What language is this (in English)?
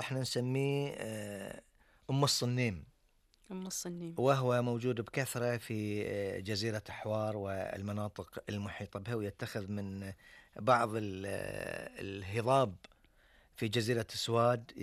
Gulf Arabic